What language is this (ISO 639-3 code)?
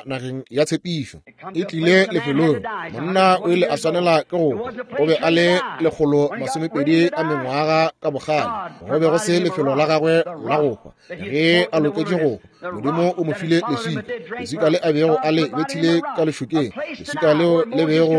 nso